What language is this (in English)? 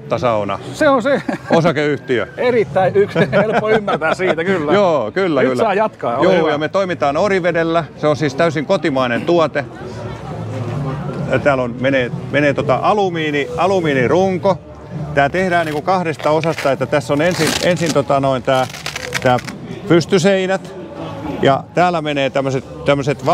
Finnish